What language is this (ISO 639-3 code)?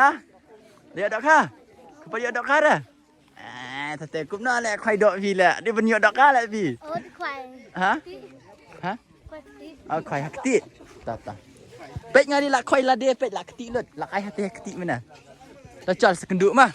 kha